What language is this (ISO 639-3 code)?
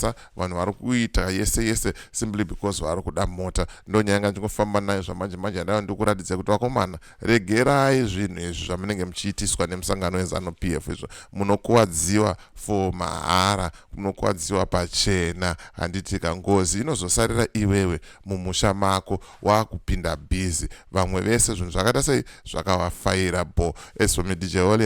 sna